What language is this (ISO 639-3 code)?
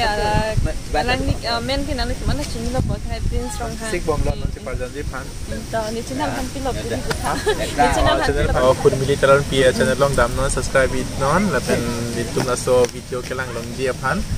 mjw